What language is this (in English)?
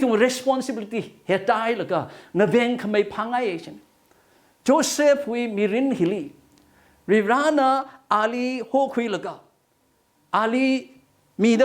Tangkhul Naga (India)